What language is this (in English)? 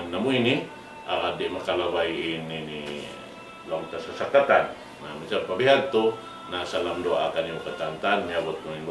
Tausug